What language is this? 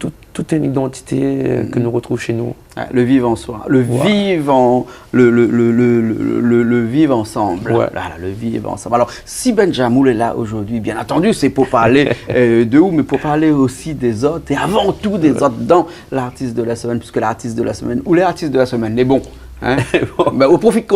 Réunion Creole French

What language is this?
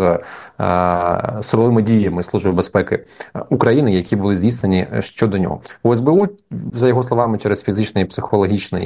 Ukrainian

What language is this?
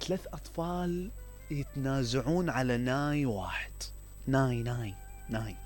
Mesopotamian Arabic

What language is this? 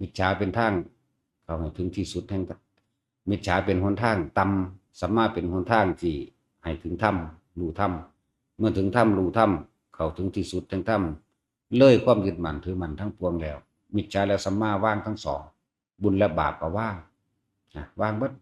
Northeastern Thai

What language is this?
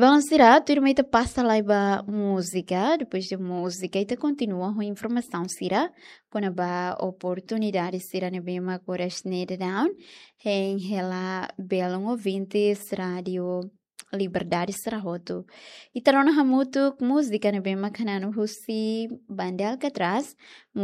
Tetum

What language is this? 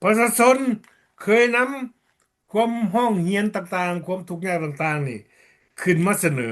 Lao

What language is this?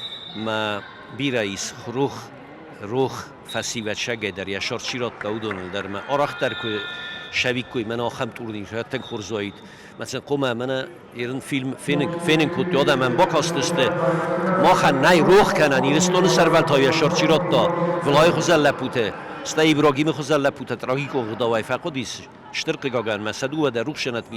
Ossetic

